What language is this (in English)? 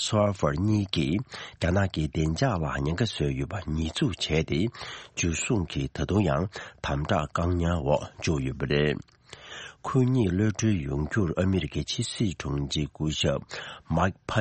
Tibetan